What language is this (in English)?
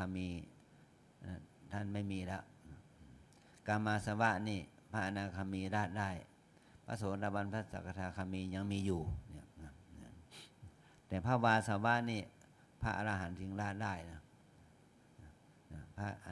Thai